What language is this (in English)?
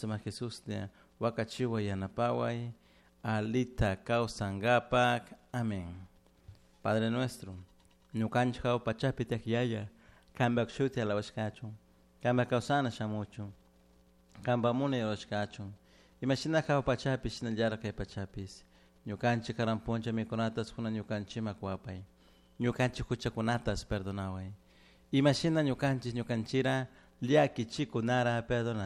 Chimborazo Highland Quichua